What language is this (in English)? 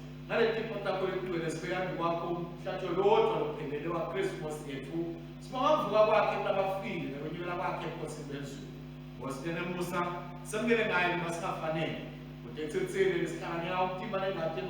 Swati